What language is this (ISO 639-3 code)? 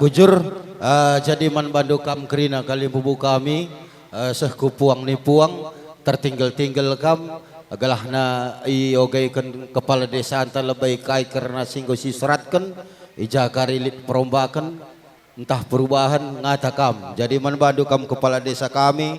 btx